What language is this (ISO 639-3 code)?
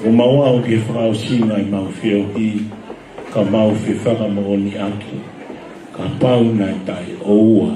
ton